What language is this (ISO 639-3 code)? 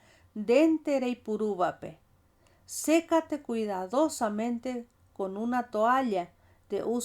grn